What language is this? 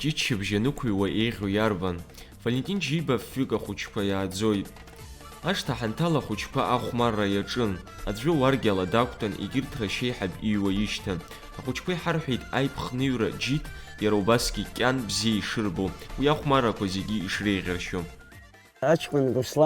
Abkhazian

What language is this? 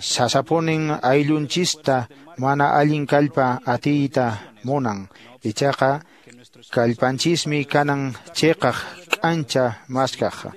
Quechua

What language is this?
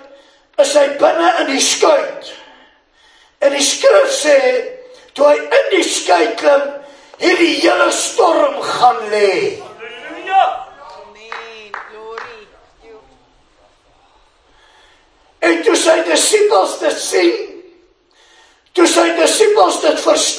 Afrikaans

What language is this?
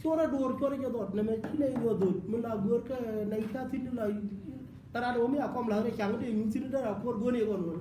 Nuer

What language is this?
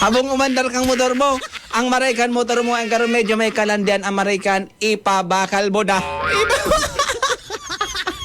Bikol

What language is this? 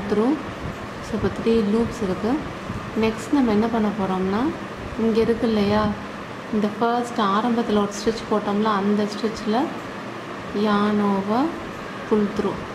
Tamil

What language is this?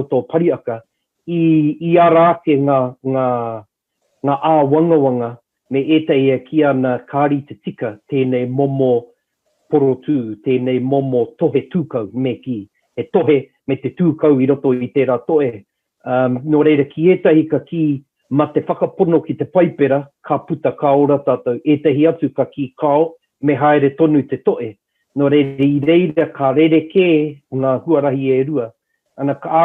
Māori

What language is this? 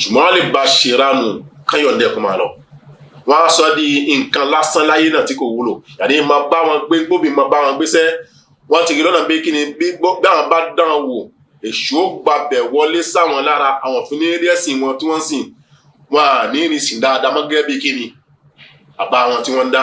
Yoruba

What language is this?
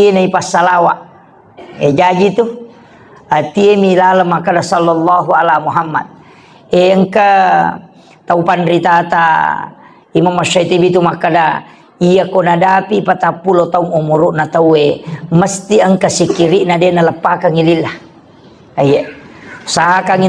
Buginese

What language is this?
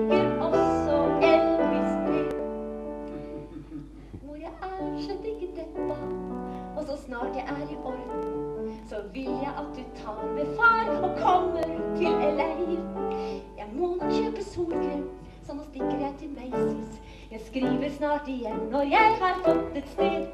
Norwegian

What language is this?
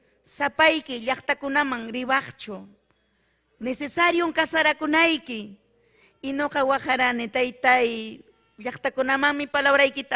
Ayacucho Quechua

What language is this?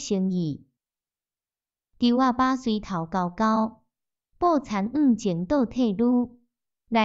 Min Nan Chinese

